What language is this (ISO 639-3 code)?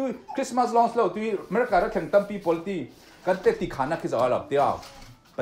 cfm